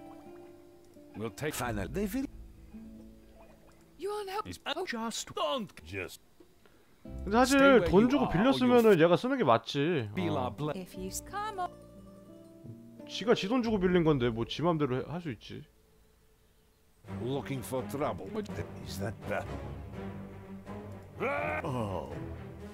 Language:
Korean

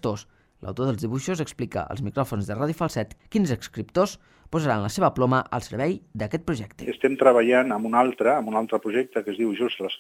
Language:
Catalan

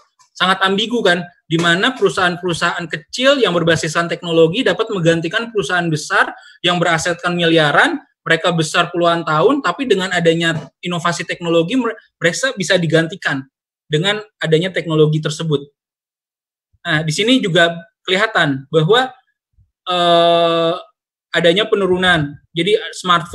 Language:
Indonesian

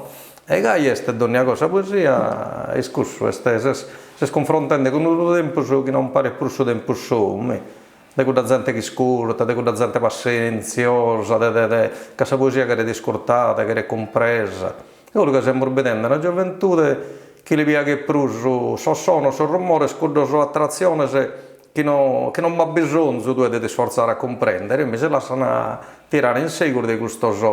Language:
Sardinian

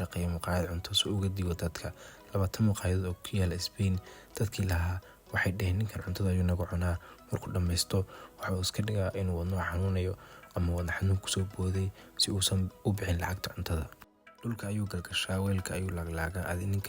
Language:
Somali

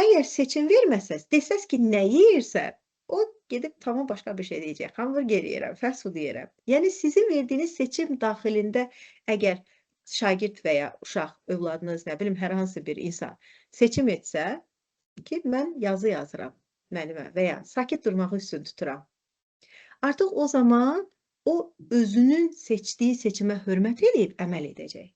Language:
Azerbaijani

